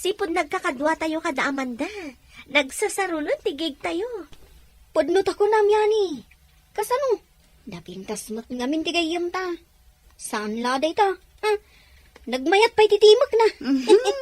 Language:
Iloko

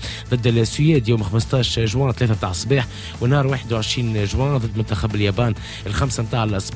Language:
Tunisian Arabic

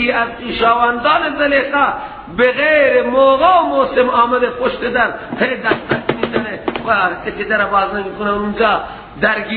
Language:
Persian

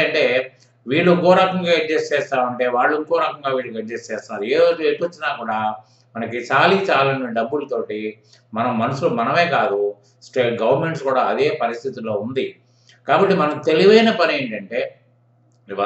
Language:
Telugu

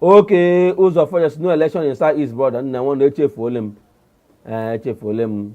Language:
Igbo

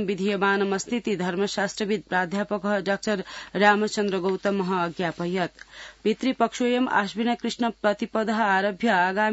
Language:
Sanskrit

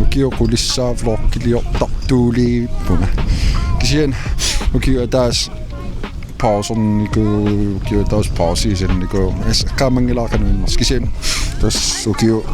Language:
Kalaallisut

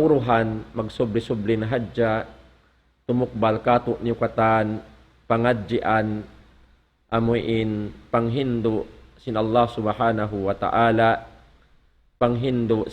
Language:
Tausug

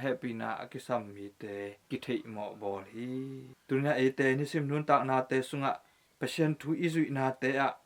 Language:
Tedim Chin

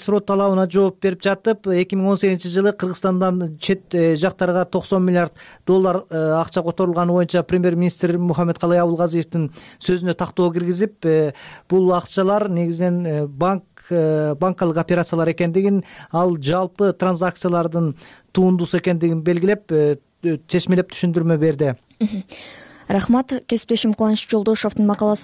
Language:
Kyrgyz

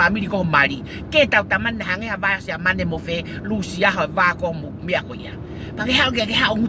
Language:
Tongan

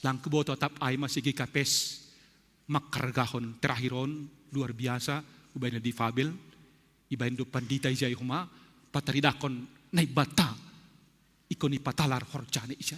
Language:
Batak Simalungun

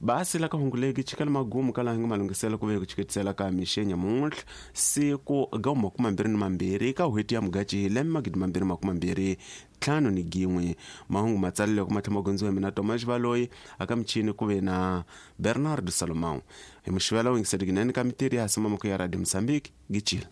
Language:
Tsonga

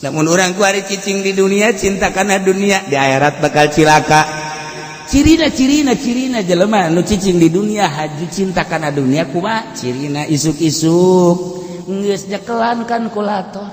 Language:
Sundanese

